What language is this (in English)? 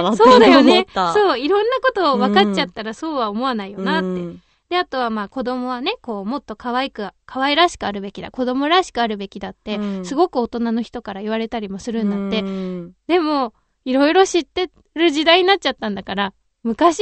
Japanese